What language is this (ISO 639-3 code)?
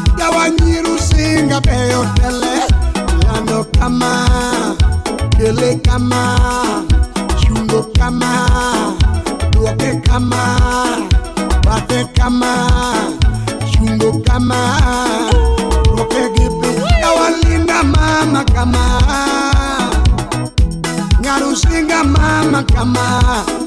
luo